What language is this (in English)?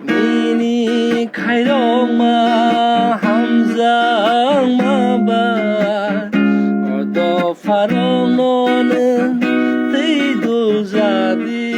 Kok Borok